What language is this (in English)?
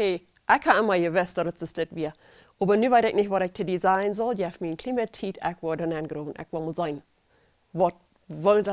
Plautdietsch